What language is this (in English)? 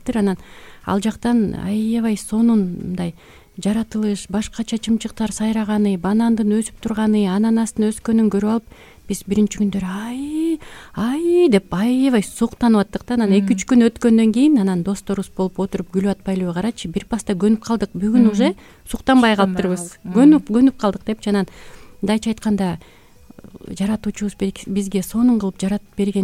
Kyrgyz